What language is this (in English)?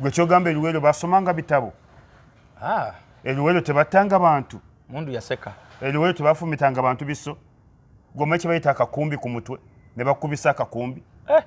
Ganda